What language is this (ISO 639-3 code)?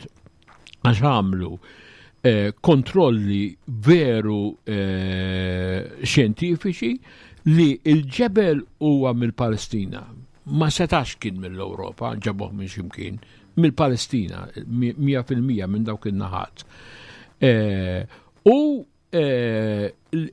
mlt